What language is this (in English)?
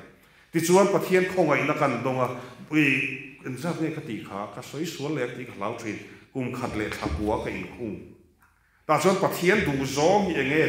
Mizo